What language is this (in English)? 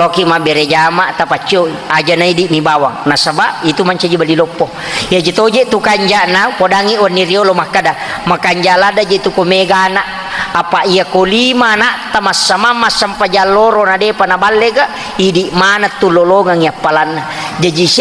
Buginese